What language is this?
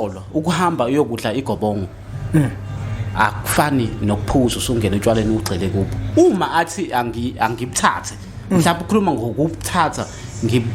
Zulu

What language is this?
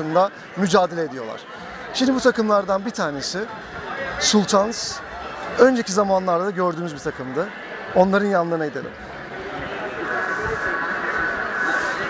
Turkish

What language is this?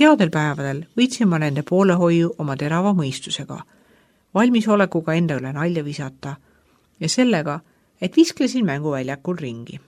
Estonian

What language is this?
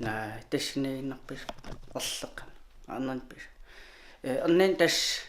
Kalaallisut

